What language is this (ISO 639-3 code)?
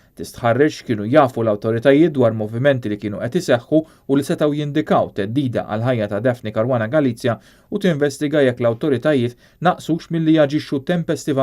mlt